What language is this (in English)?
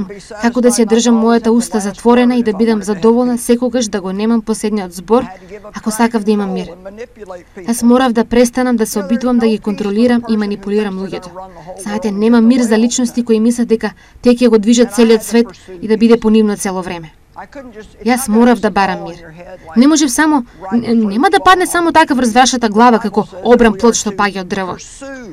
Macedonian